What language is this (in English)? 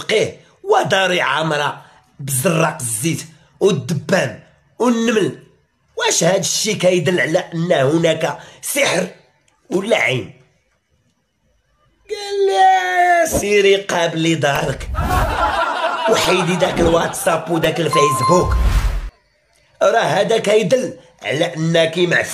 Moroccan Arabic